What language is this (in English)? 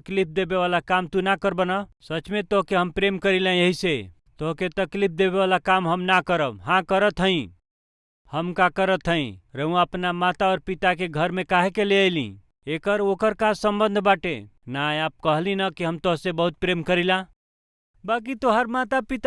Bhojpuri